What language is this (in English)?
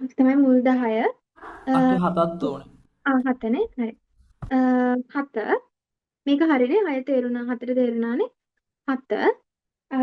Sinhala